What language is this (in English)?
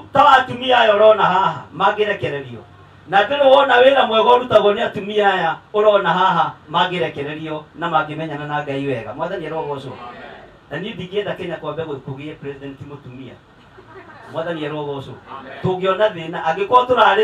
Kikuyu